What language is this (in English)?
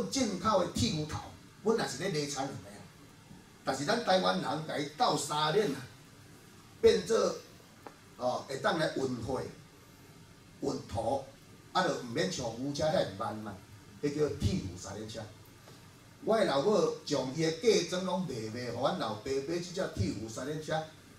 Min Nan Chinese